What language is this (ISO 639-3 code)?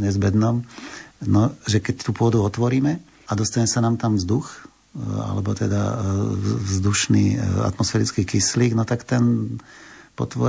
slk